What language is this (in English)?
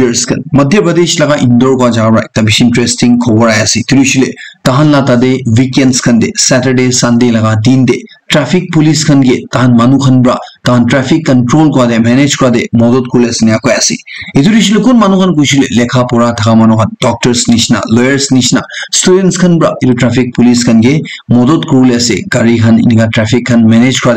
Naga Pidgin